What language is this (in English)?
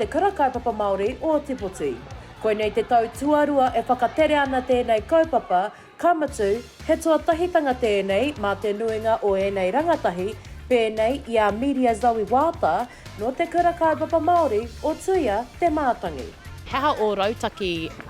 Māori